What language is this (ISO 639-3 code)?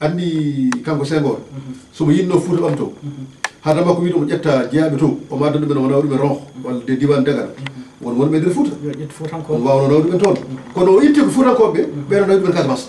ful